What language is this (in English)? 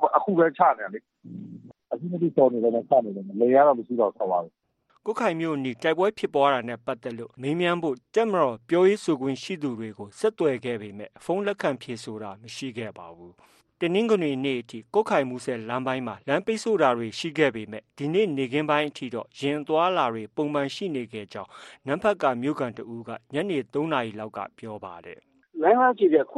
Burmese